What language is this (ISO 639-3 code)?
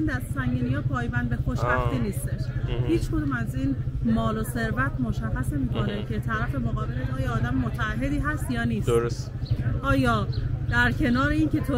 fas